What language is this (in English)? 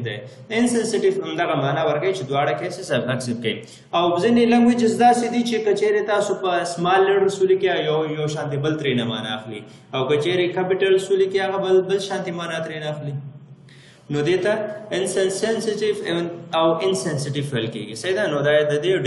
Pashto